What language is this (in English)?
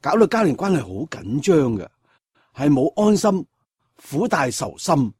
Cantonese